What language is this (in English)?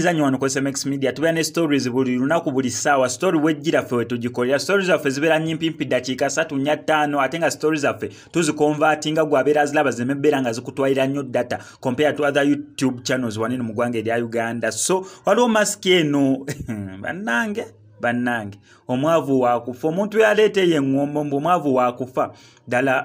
Ganda